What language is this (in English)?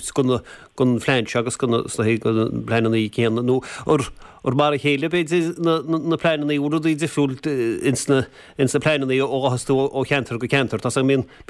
Irish